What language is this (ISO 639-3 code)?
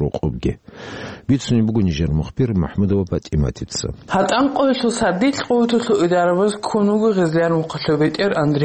ava